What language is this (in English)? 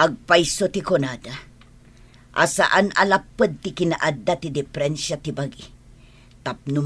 Iloko